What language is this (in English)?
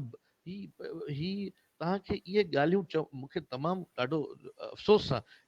Sindhi